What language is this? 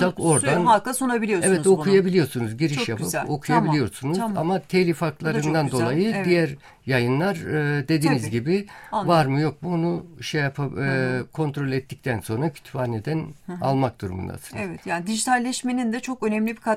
Turkish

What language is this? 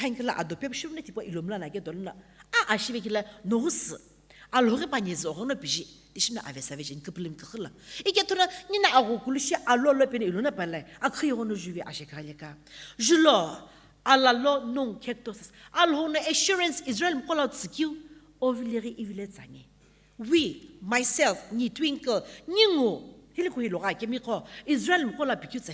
Sumi Naga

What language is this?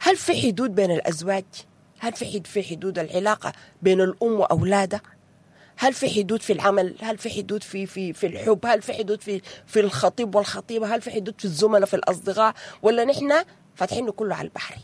Sudanese Arabic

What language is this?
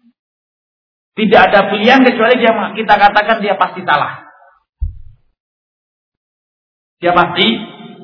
Indonesian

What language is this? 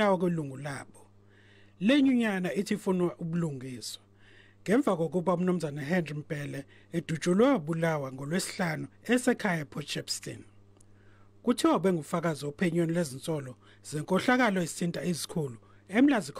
Zulu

